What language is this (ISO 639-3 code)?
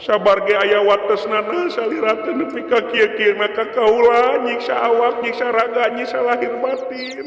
sun